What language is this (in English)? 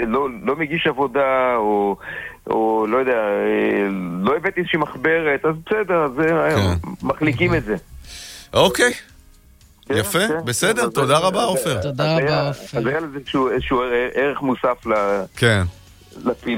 Hebrew